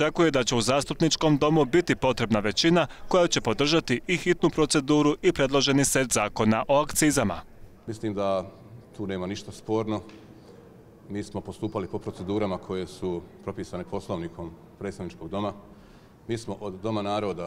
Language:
Bosnian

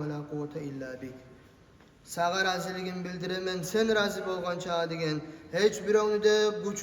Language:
Kumyk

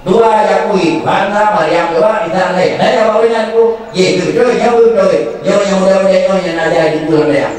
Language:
Achinese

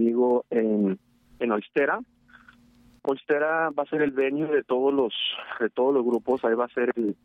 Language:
Spanish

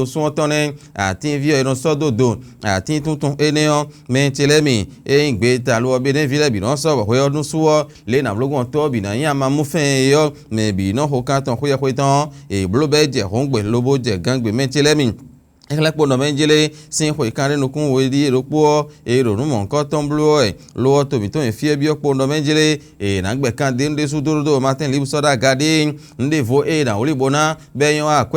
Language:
Fon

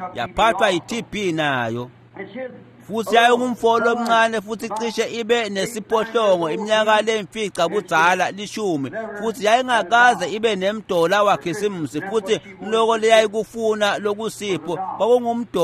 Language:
Swati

